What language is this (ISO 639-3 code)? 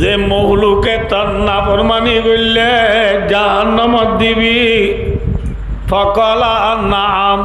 rhg